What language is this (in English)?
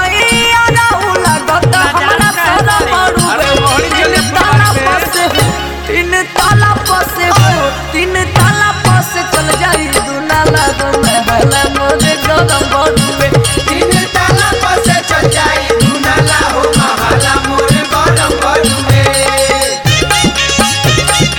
Bhojpuri